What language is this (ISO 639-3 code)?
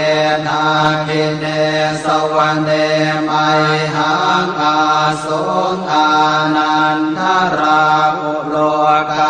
pli